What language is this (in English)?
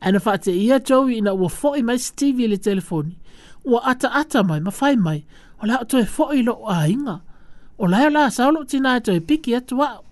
Samoan